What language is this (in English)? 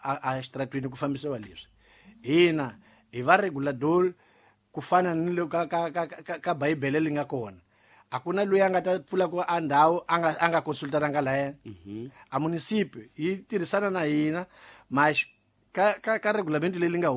Tsonga